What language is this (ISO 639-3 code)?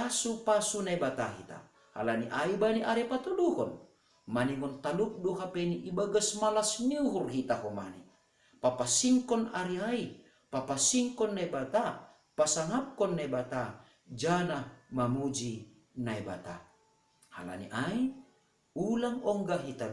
bts